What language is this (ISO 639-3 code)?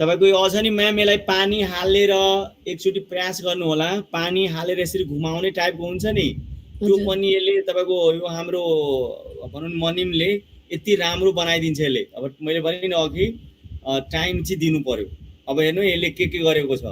nep